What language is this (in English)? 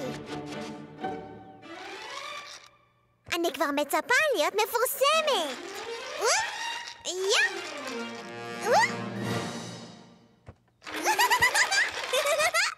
Hebrew